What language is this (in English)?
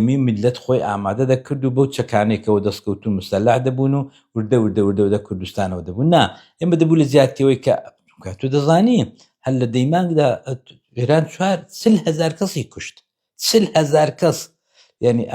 Central Kurdish